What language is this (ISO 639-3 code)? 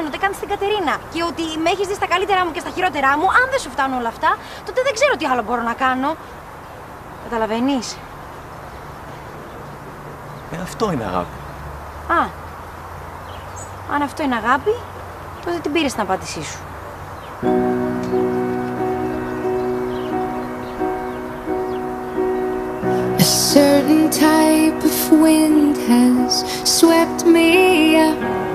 ell